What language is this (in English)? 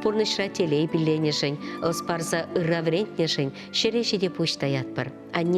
Chuvash